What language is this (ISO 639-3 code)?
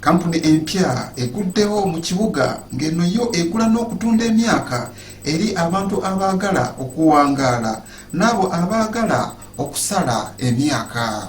lug